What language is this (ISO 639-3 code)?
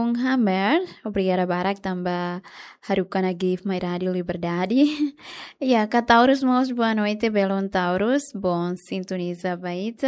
tet